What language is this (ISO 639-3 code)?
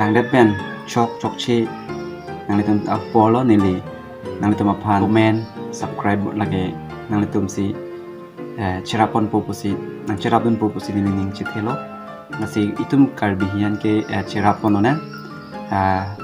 mjw